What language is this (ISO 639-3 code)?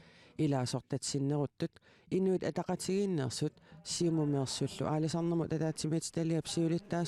kal